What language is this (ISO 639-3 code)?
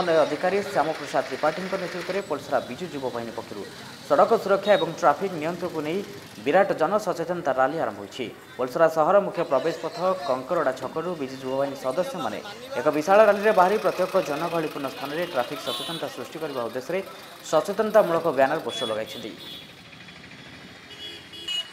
ori